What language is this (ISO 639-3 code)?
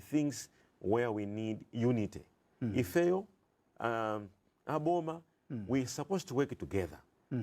nya